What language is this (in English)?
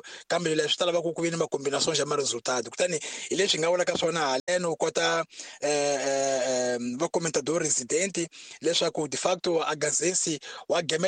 Tsonga